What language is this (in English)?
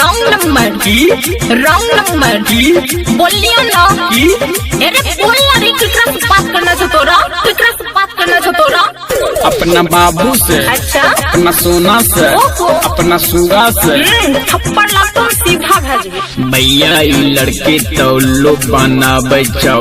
Maithili